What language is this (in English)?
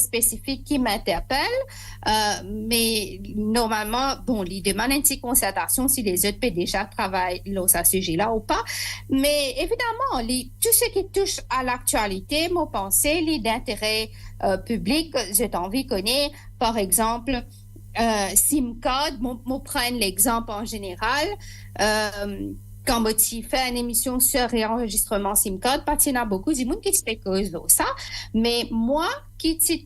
Morisyen